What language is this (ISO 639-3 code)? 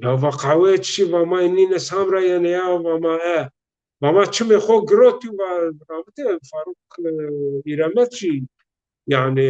zza